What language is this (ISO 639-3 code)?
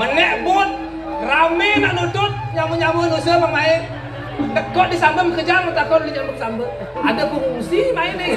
ban